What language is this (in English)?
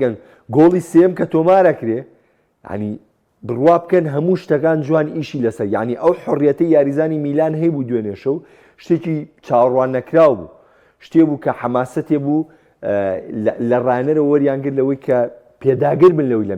Central Kurdish